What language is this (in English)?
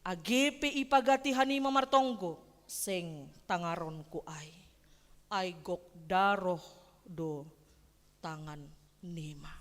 Batak Simalungun